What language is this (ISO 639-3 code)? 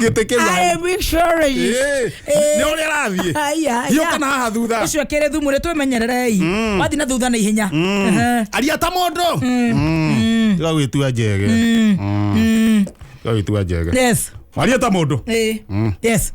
kik